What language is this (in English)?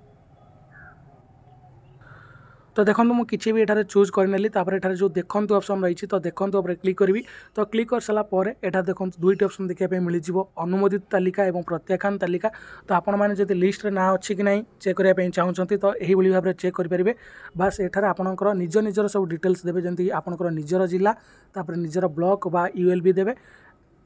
Odia